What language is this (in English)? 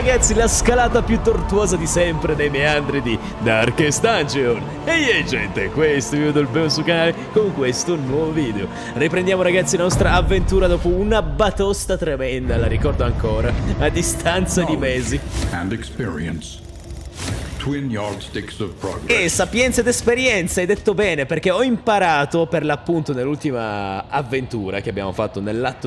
Italian